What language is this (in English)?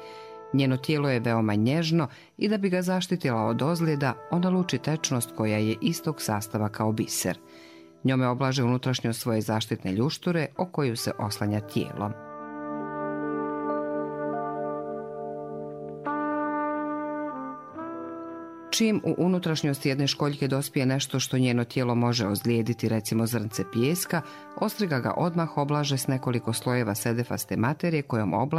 Bosnian